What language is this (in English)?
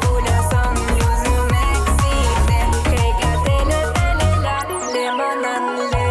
Crimean Tatar